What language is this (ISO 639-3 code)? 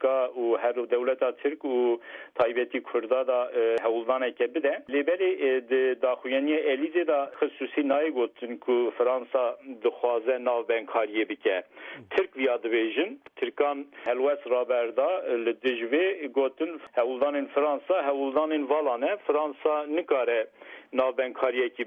kur